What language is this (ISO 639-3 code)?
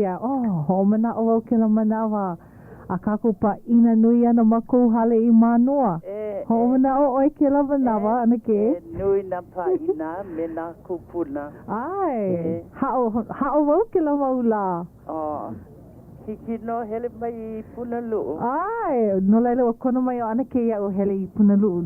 haw